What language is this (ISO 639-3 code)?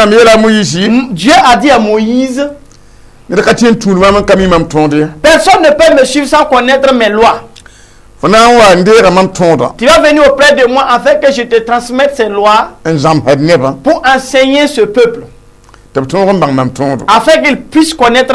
mos